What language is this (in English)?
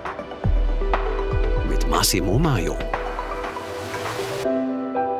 German